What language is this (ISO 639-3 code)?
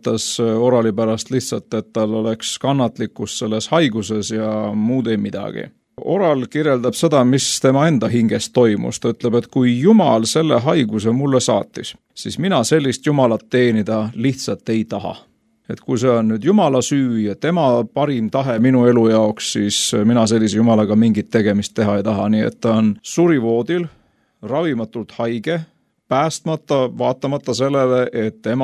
est